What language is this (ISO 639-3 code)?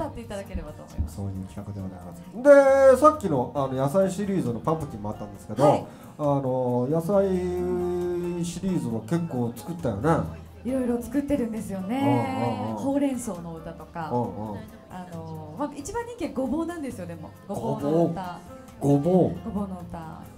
jpn